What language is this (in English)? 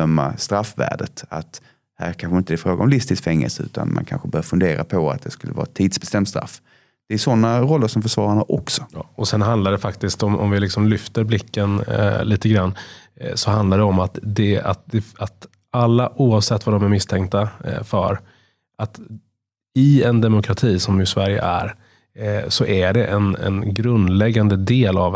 Swedish